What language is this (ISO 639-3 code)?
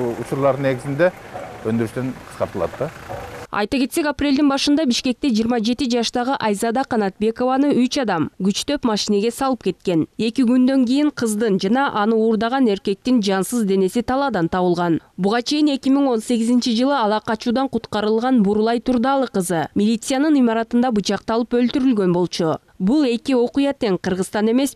kir